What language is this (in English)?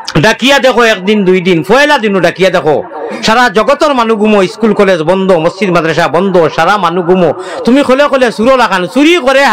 Sylheti